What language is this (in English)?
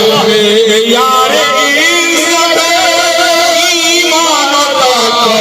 Saraiki